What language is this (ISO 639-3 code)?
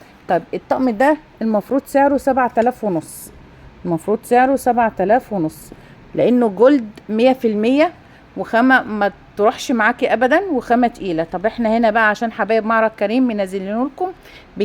arz